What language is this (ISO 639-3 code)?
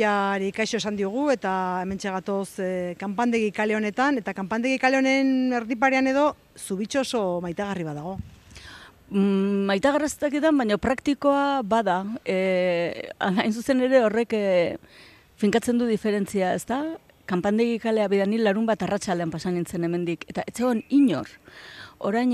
eus